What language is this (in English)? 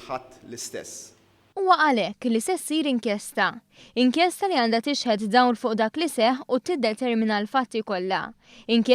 Maltese